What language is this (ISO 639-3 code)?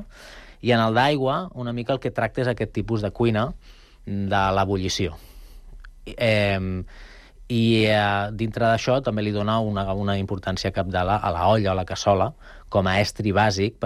cat